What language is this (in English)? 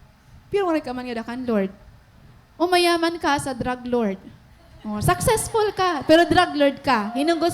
Waray